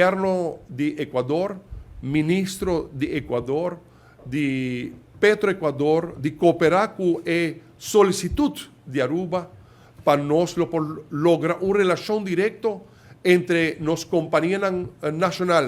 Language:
Papiamento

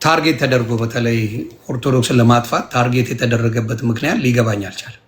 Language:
Amharic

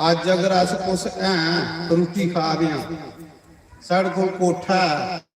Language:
Dogri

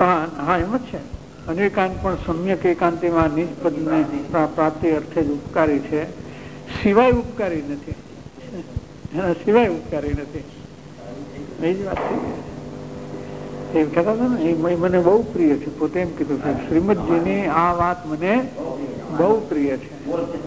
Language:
Gujarati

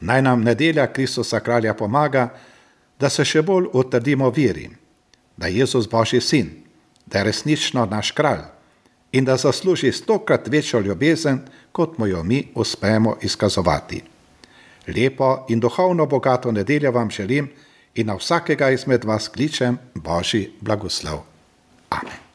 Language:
Slovenian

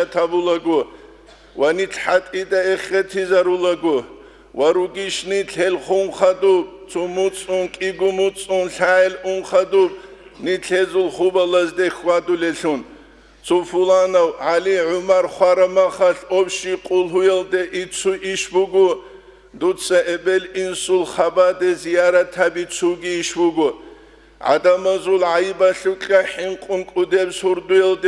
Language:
Avaric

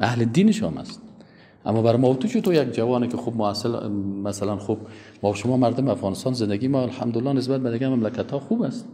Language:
Persian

